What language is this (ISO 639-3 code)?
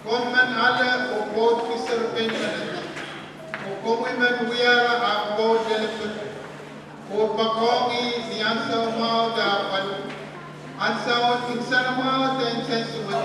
pon